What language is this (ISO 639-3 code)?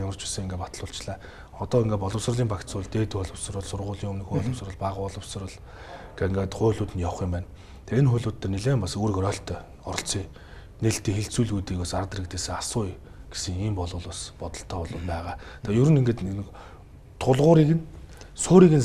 mon